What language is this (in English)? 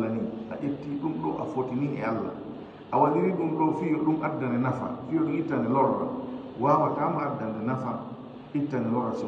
Fula